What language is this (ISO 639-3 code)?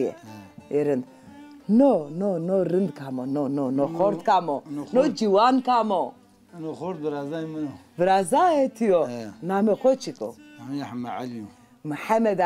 zza